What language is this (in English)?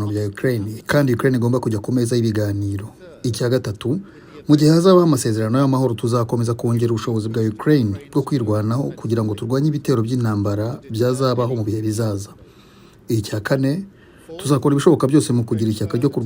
Kinyarwanda